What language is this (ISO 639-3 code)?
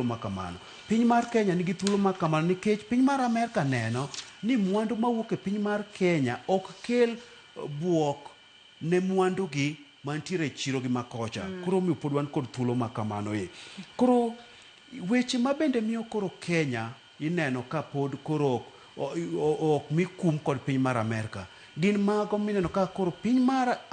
luo